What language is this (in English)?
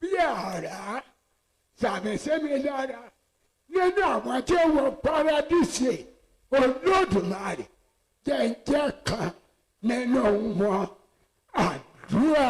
Yoruba